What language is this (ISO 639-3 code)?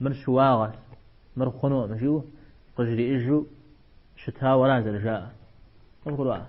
kbd